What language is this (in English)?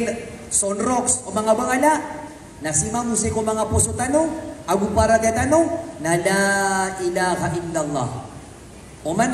Maranao